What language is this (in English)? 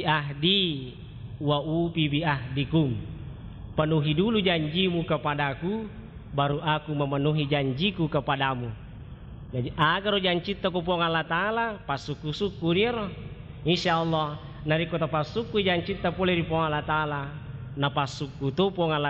Buginese